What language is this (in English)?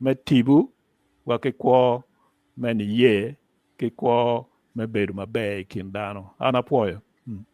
Acoli